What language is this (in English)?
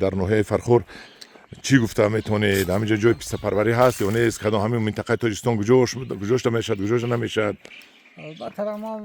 Tajik